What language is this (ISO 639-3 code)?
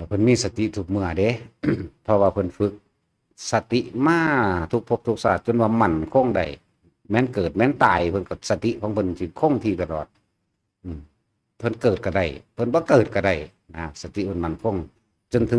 tts